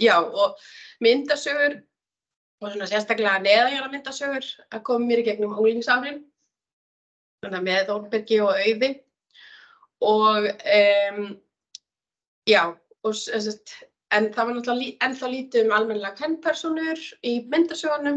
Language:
Icelandic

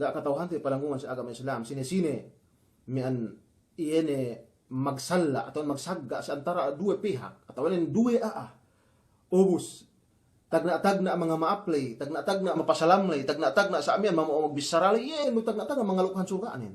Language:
Yakan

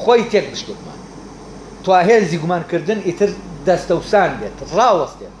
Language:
Central Kurdish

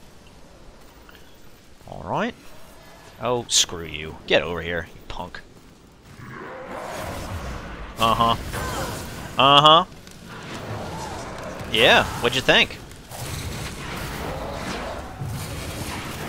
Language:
English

